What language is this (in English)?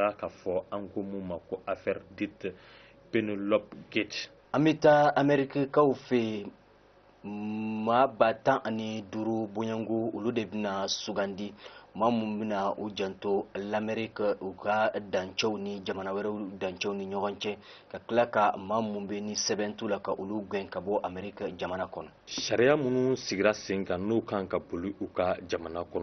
Bambara